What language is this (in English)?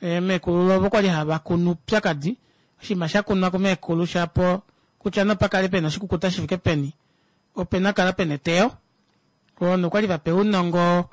Kuanyama